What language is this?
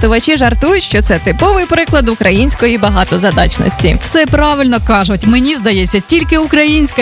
Ukrainian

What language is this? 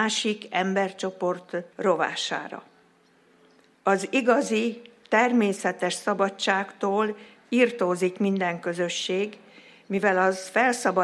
Hungarian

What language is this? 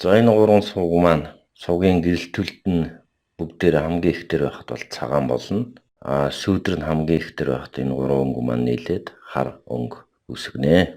Mongolian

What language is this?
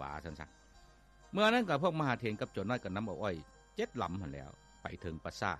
Lao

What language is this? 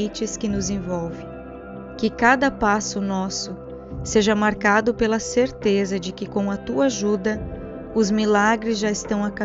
Portuguese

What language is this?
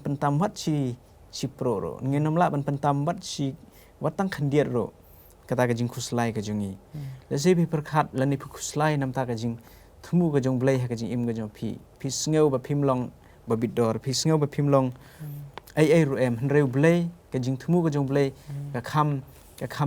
Khasi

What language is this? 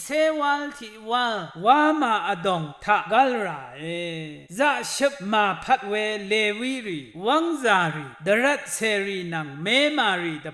Rawang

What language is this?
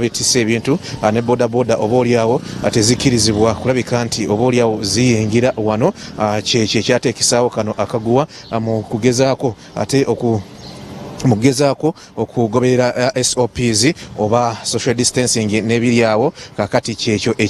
Ganda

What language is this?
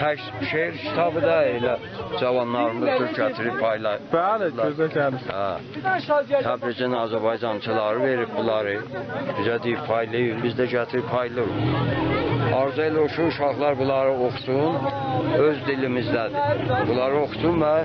South Azerbaijani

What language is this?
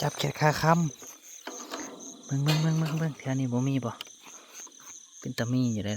Northeastern Thai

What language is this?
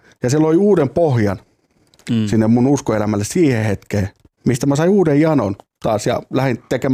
Finnish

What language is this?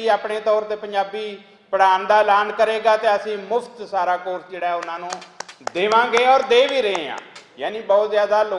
Western Panjabi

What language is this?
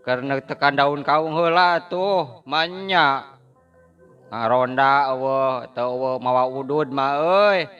Sundanese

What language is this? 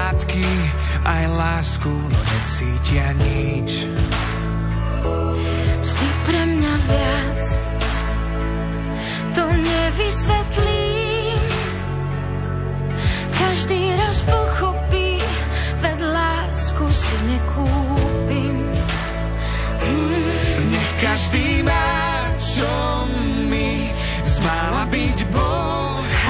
Slovak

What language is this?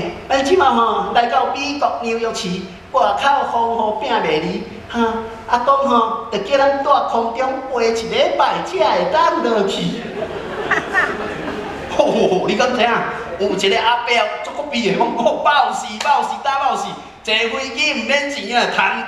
Min Nan Chinese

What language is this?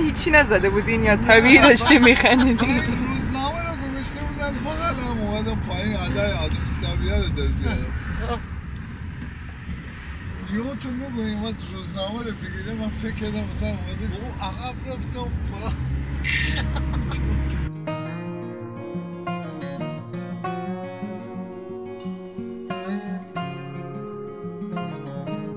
Persian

